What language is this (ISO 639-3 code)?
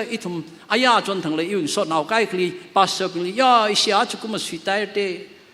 nmf